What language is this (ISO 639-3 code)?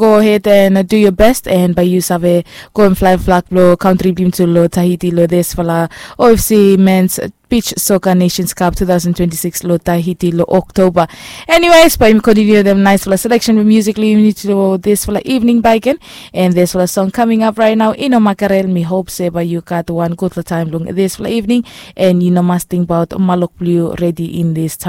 bis